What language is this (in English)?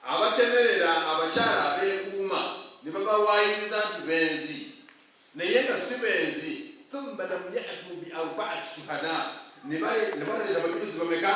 Ganda